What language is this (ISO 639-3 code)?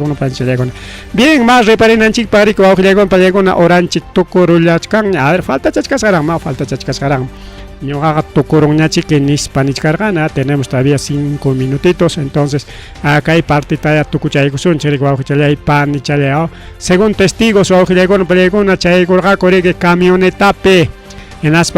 quy